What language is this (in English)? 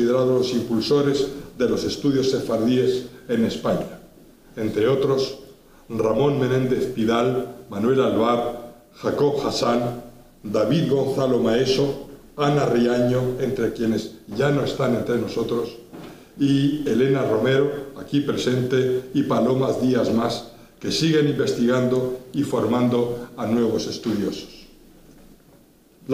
Spanish